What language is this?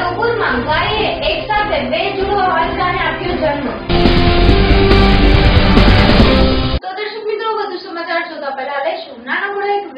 Gujarati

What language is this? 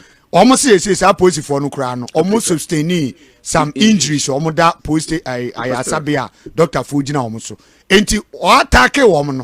Akan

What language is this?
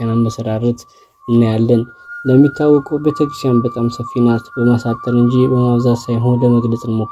Amharic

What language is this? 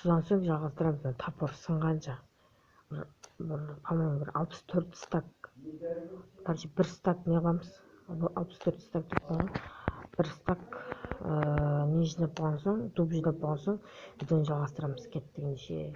Kazakh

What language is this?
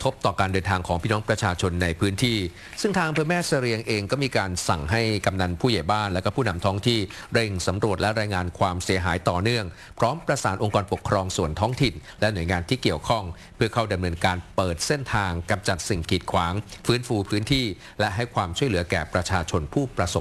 Thai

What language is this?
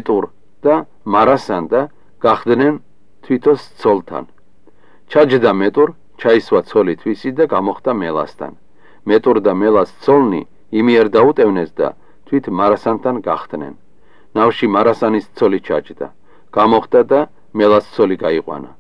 Georgian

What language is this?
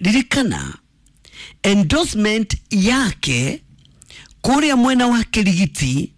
Kikuyu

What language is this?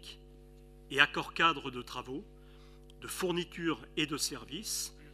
French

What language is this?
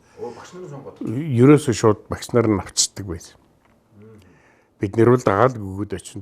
Mongolian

